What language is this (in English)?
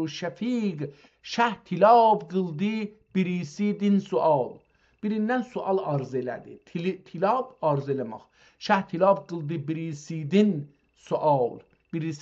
South Azerbaijani